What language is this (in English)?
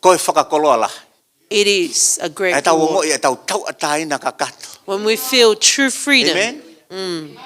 Tongan